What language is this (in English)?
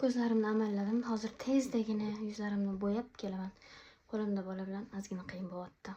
Uzbek